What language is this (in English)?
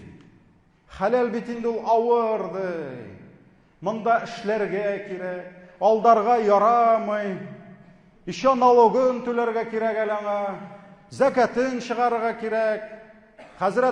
Tatar